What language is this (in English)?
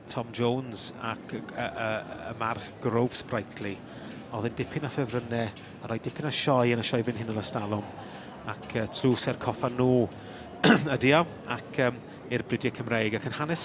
Welsh